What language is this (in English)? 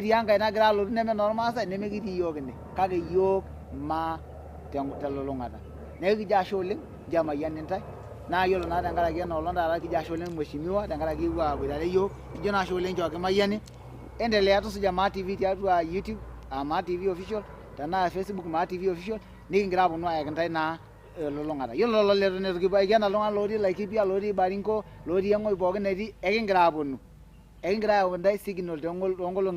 Masai